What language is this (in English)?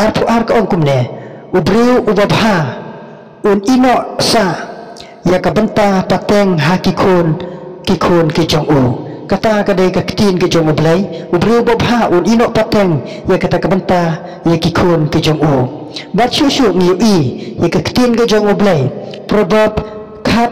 Khasi